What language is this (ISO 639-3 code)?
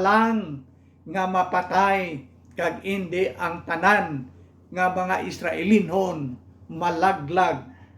hil